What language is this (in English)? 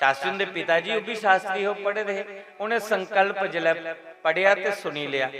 Dogri